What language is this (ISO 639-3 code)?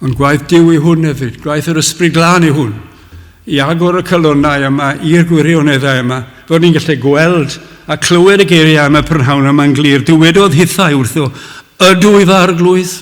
cym